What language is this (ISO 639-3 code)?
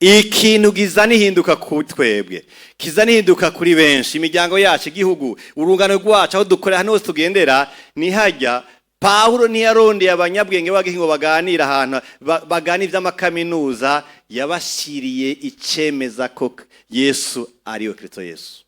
run